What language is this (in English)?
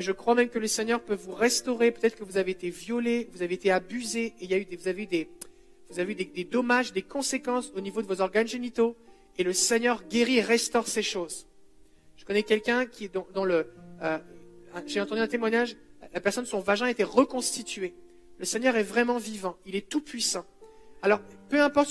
French